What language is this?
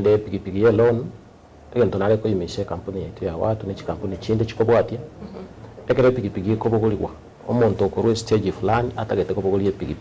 Gusii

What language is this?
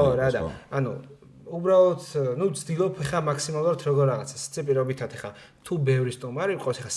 Georgian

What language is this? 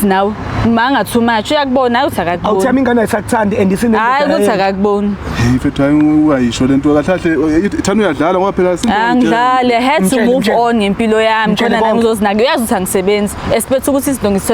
Zulu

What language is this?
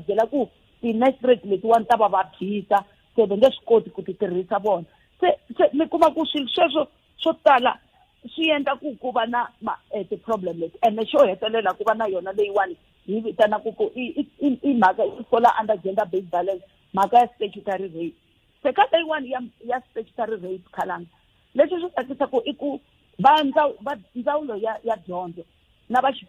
Tsonga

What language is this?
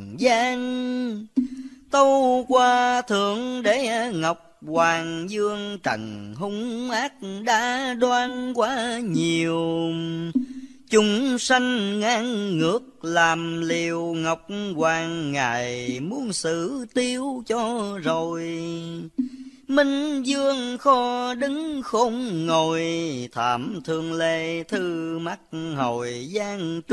Vietnamese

